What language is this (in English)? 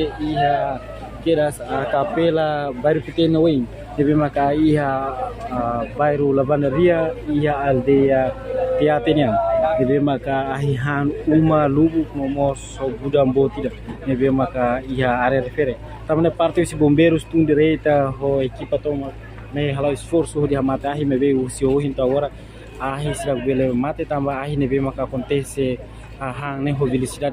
Tetum